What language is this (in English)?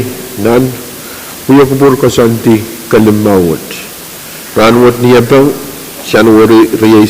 Pohnpeian